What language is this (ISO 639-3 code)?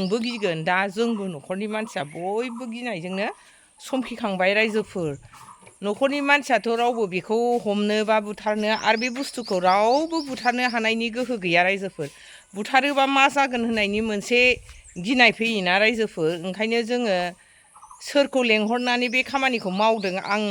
brx